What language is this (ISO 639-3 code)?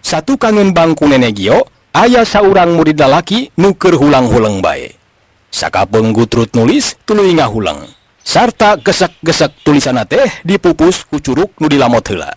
sun